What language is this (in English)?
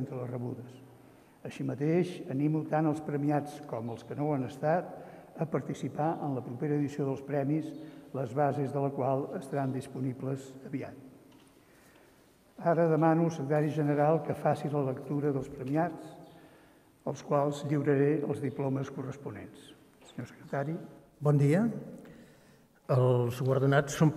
Catalan